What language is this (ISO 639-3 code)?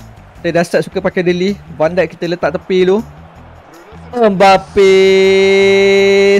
msa